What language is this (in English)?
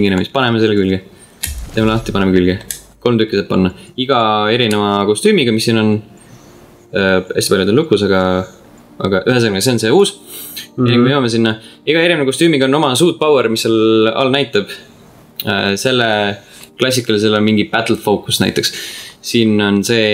Estonian